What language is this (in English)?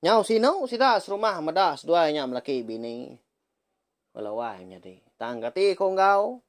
Iban